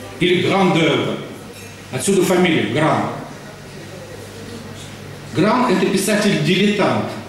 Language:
Russian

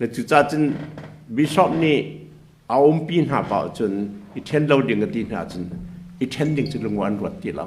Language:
Hakha Chin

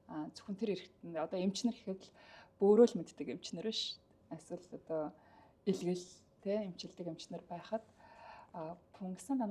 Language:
Mongolian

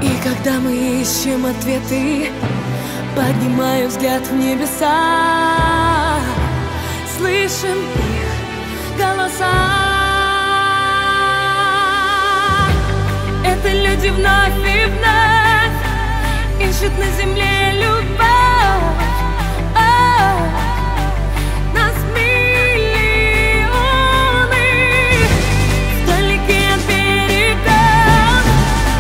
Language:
Russian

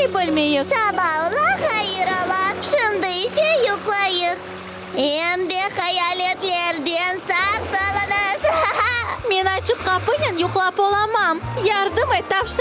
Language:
Crimean Tatar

